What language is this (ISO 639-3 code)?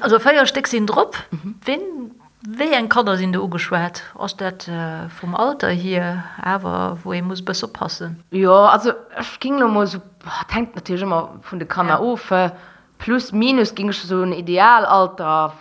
ltz